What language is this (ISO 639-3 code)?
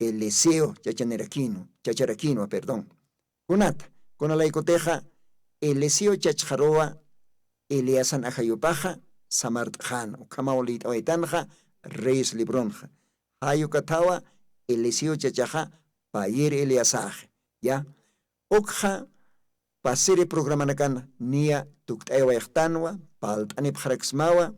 aym